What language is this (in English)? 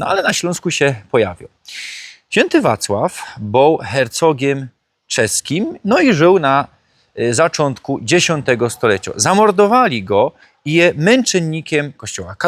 Silesian